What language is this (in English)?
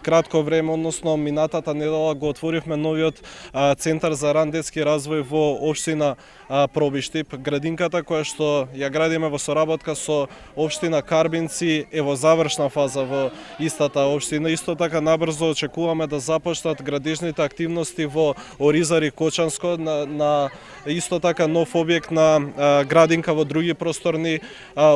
Macedonian